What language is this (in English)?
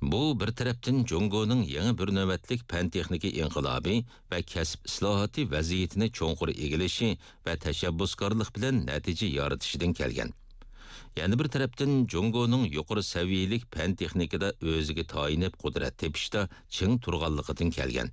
Uyghur